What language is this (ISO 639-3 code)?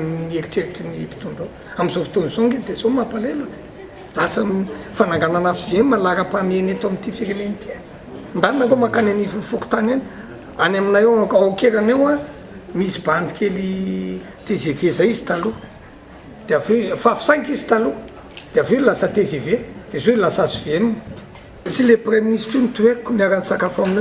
mlg